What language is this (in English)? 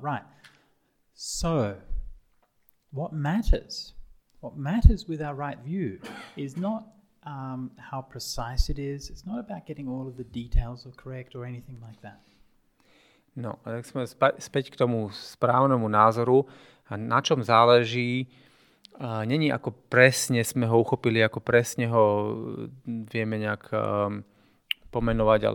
Slovak